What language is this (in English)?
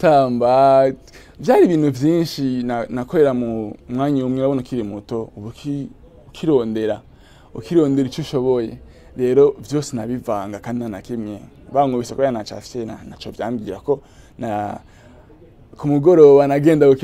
Rundi